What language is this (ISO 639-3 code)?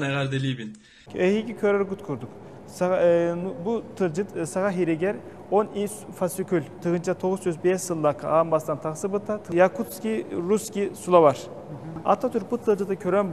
sah